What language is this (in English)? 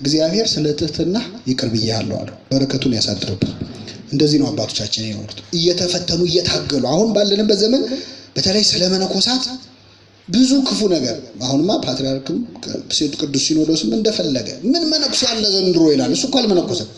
Amharic